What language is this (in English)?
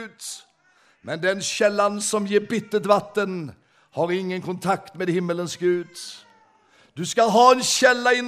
Swedish